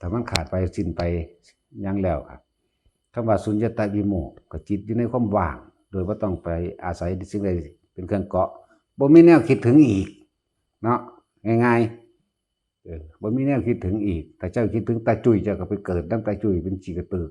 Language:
Northeastern Thai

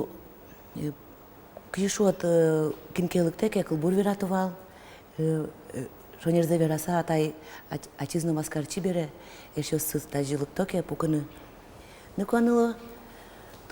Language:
Udmurt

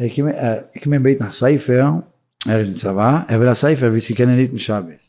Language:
Yiddish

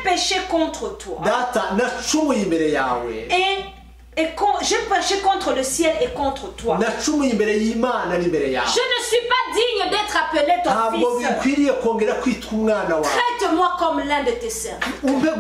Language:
Kinyarwanda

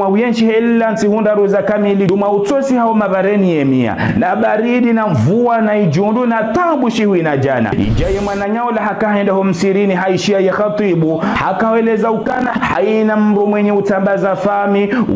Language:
Ngazidja Comorian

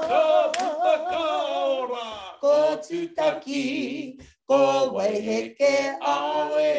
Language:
Māori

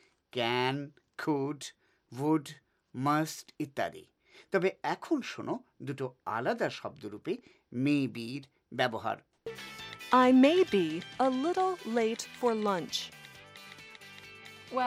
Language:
Bangla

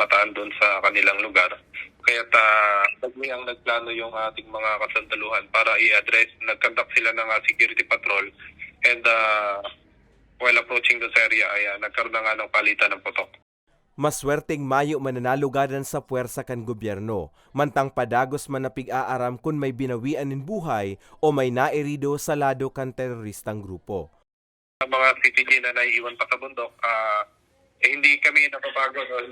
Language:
Bikol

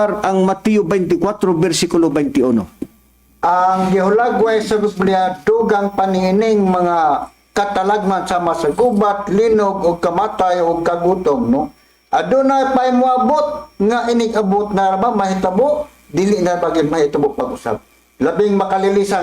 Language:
Cebuano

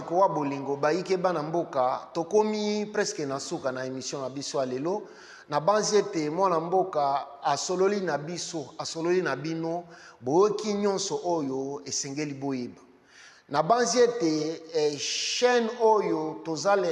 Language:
Lingala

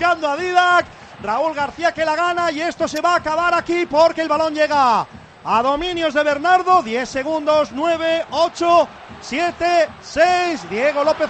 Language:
Spanish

